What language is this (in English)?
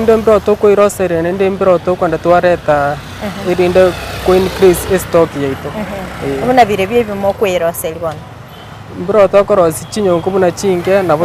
Gusii